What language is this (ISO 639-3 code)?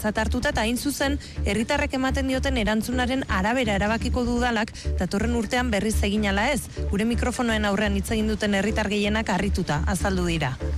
eus